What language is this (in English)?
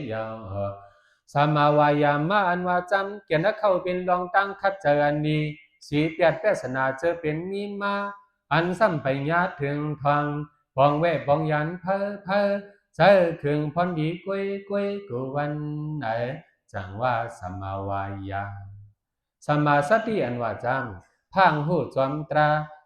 Shan